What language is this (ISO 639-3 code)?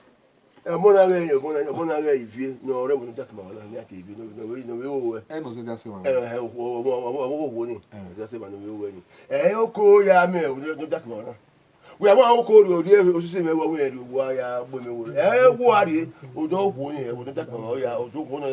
bin